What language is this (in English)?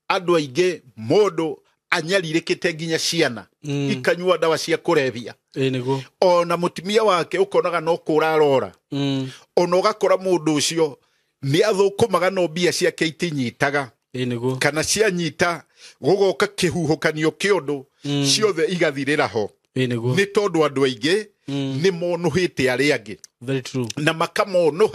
Kikuyu